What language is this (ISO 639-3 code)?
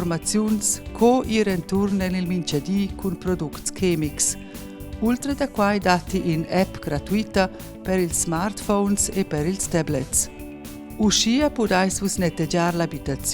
roh